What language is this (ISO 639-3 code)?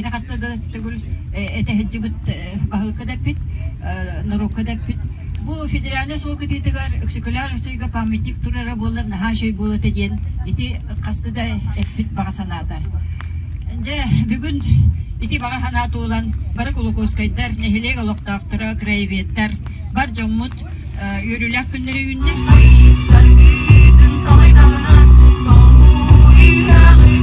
sah